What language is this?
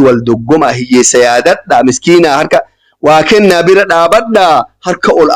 Oromo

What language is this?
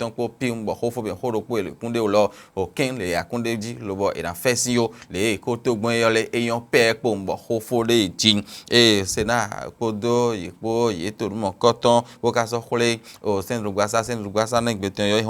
Fon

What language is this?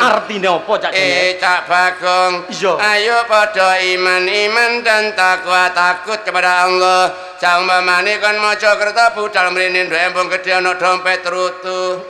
Javanese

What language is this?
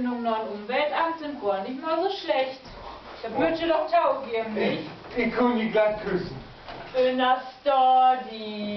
Low German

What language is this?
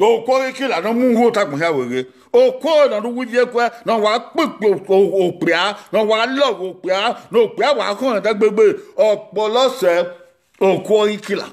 Bini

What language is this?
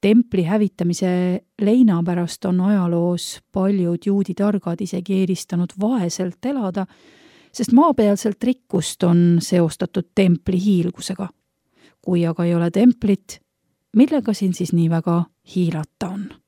Estonian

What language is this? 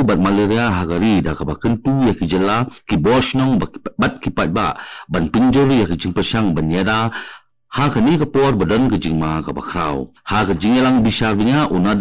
Khasi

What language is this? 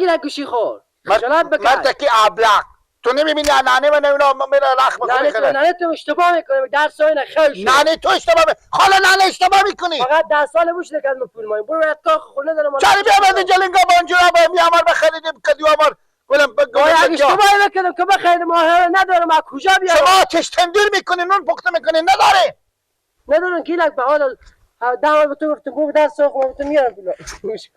Persian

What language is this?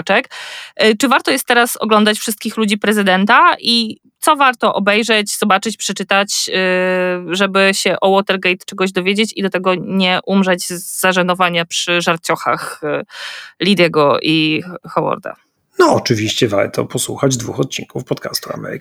Polish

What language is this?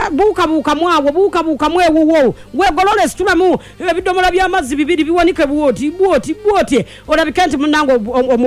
Ganda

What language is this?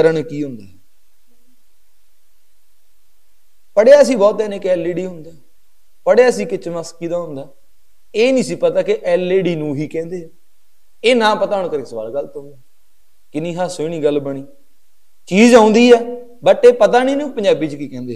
Punjabi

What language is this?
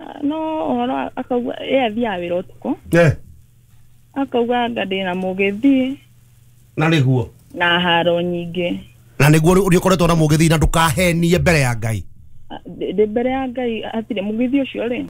Kikuyu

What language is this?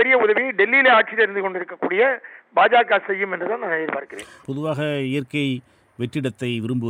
Tamil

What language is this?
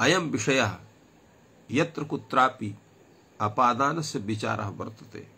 Sanskrit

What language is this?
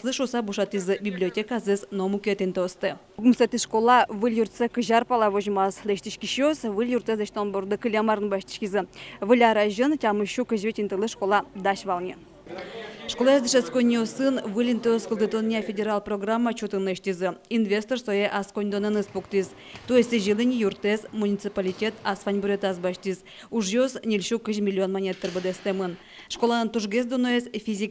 Udmurt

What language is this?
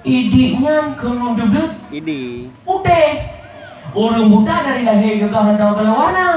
Achinese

